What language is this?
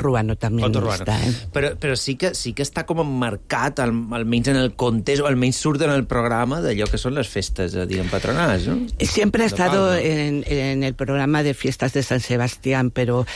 Catalan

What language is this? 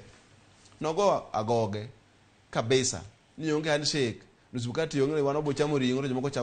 Luo (Kenya and Tanzania)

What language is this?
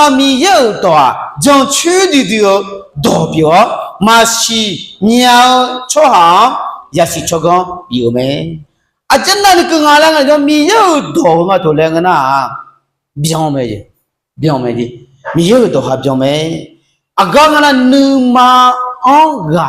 Akha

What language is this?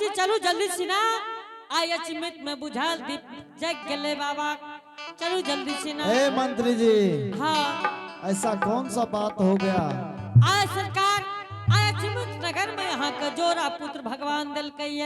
Angika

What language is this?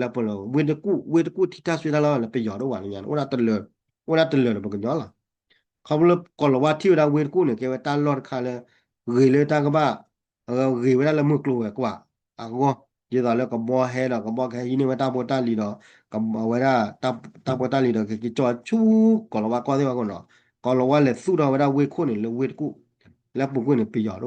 S'gaw Karen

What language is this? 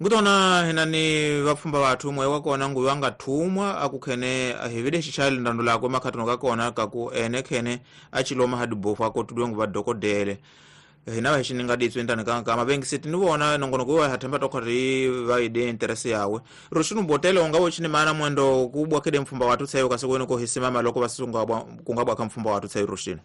Tsonga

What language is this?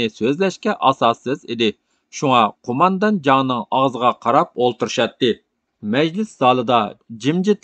Uyghur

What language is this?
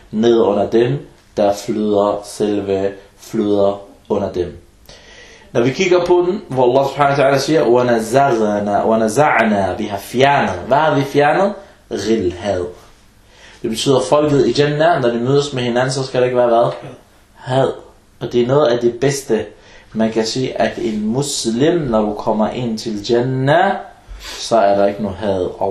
Danish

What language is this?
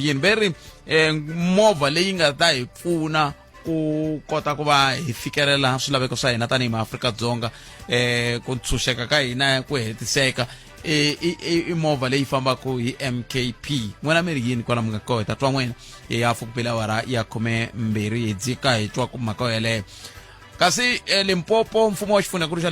Tsonga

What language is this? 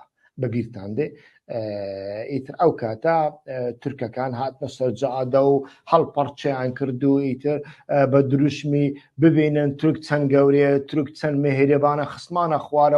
Central Kurdish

